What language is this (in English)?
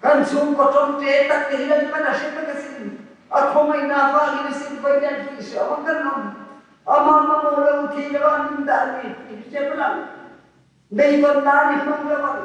Mizo